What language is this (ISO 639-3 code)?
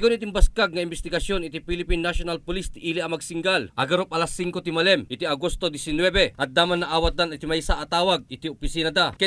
ilo